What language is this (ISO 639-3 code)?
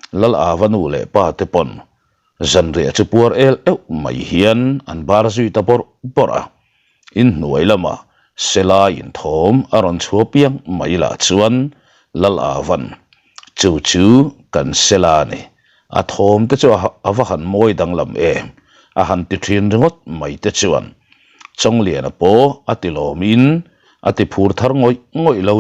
lus